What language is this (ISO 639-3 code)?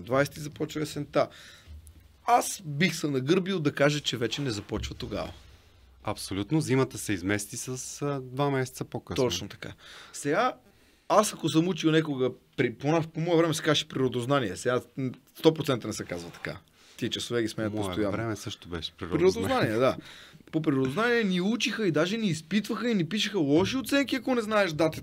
bul